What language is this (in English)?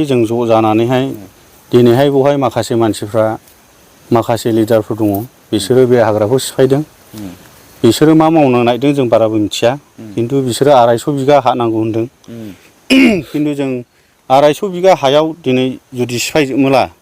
Bodo